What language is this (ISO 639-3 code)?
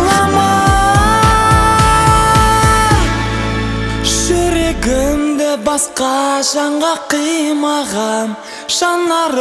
kaz